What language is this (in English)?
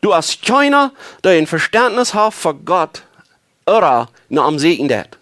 Plautdietsch